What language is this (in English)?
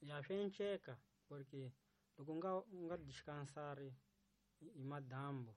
Tsonga